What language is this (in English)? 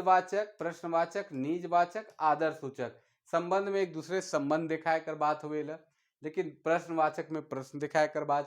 Sadri